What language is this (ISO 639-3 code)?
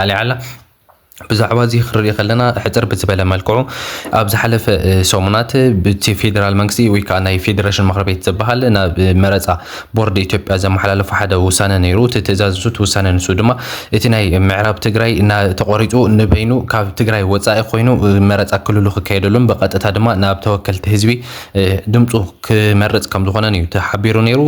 tir